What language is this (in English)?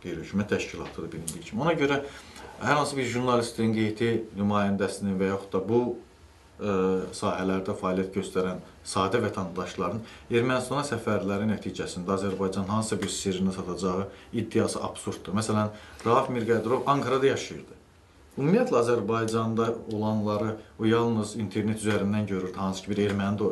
Azerbaijani